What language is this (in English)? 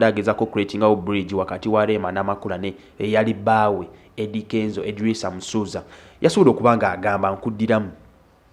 Ganda